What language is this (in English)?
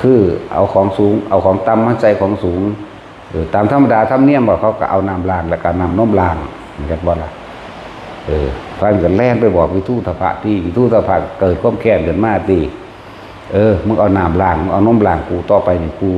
Northeastern Thai